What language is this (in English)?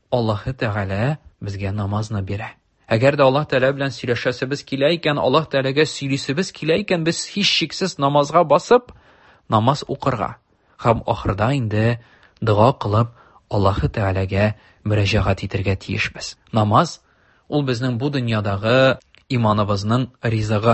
Tatar